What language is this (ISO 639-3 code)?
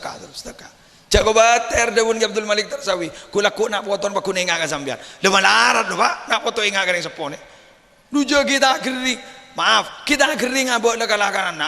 mad